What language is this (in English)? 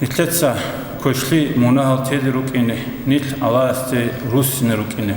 Avaric